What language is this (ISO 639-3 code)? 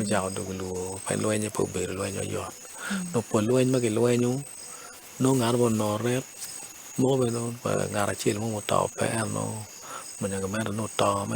ach